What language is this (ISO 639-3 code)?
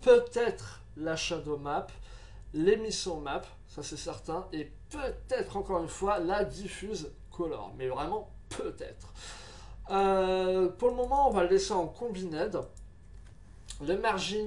fra